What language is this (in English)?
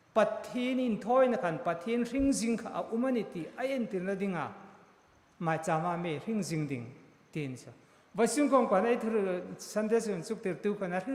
Hmar